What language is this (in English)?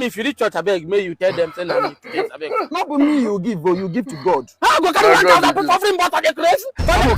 Nigerian Pidgin